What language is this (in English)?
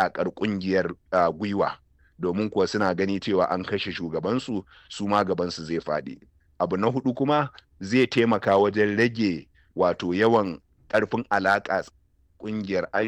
Hausa